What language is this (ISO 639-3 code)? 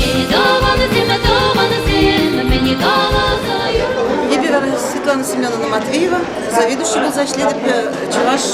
chv